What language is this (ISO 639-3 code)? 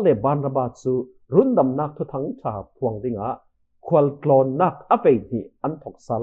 cfm